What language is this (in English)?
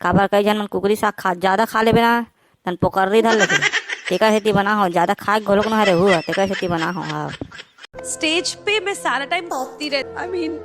Chhattisgarhi